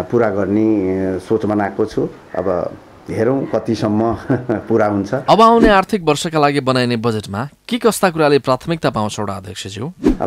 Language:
Nepali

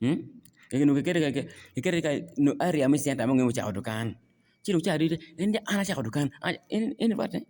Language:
Acoli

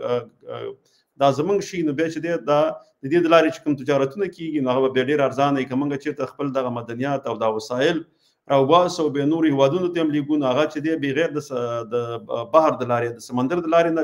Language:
Pashto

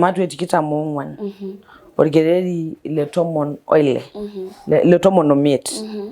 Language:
Masai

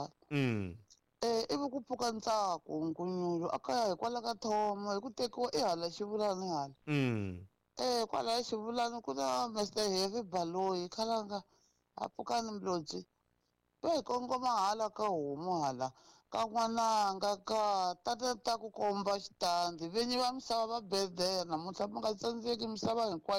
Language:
Tsonga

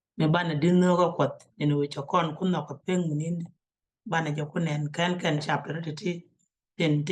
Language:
Nuer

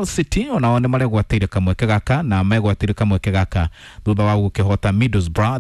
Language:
Kikuyu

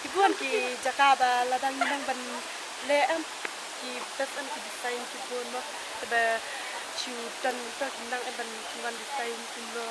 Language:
Khasi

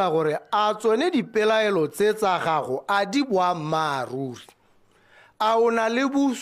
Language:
Tswana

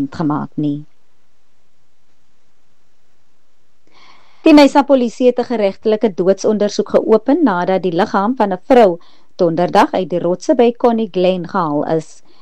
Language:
Afrikaans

